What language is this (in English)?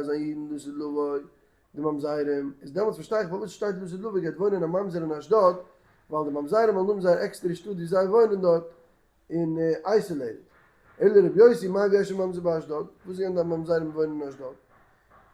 Yiddish